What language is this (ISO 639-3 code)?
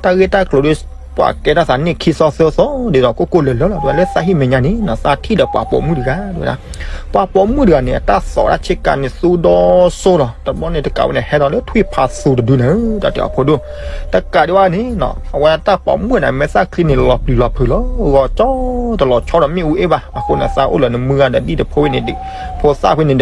ksw